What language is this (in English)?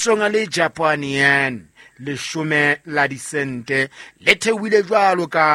Southern Sotho